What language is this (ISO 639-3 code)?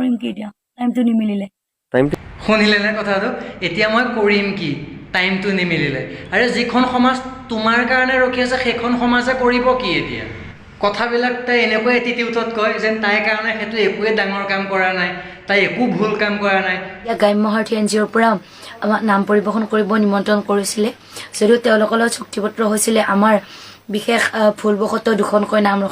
asm